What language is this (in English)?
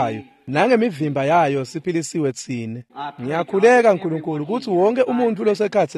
Swati